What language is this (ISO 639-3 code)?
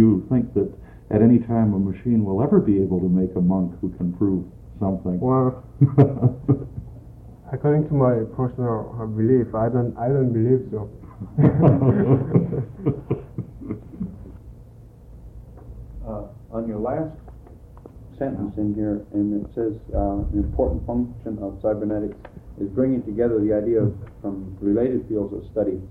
eng